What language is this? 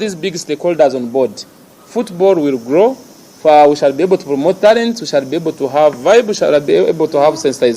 Nyankole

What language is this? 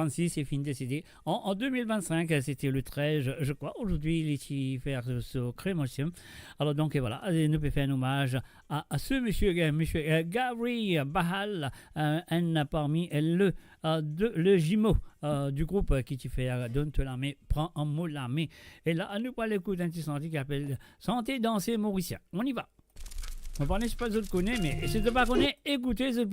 Morisyen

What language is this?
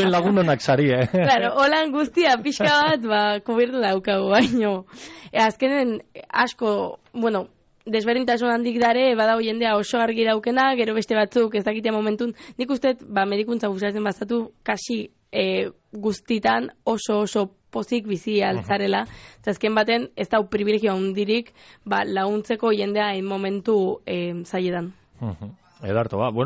Basque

